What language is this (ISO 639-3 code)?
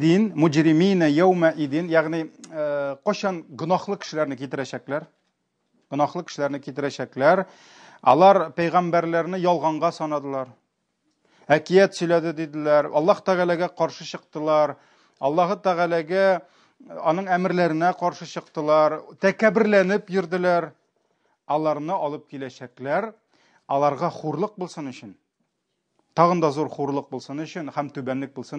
tat